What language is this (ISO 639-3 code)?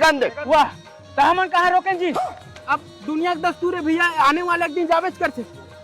hne